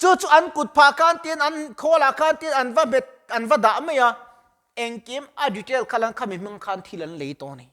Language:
Mizo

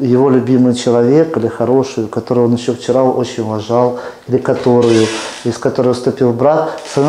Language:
Russian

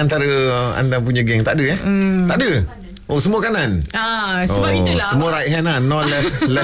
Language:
Malay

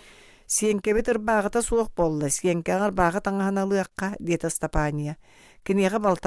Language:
Yakut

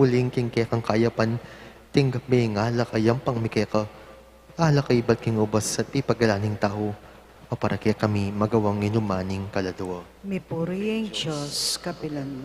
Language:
Pampanga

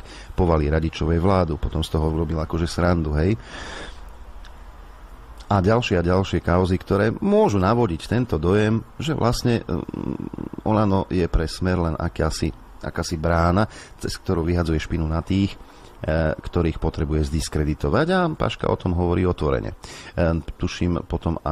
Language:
Slovak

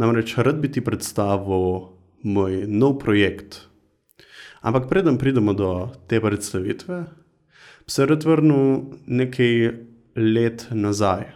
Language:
Slovenian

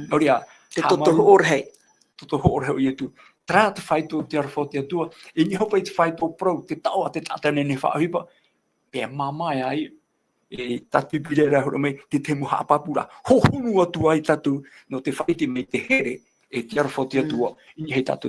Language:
Tahitian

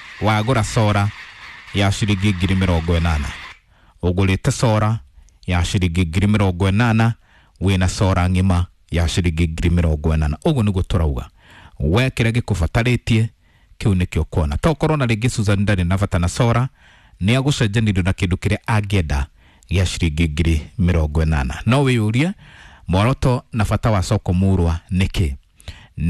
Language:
Kikuyu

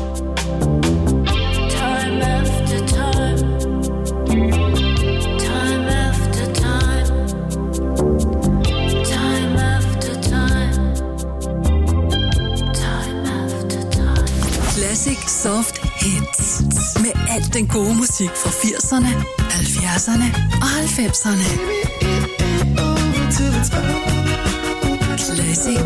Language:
Danish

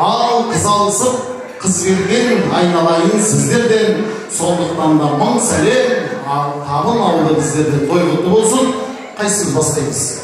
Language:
Kara-Kalpak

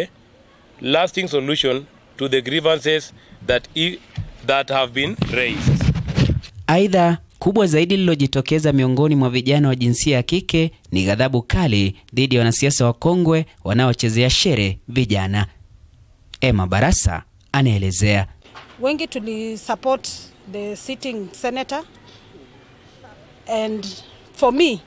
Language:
Swahili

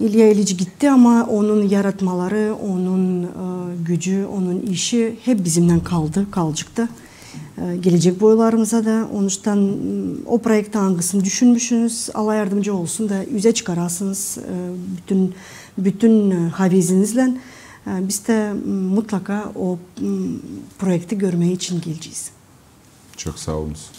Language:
Gagauz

